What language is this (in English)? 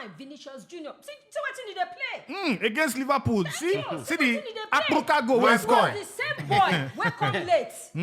Nigerian Pidgin